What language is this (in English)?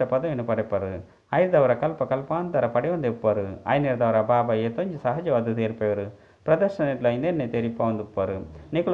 Tulu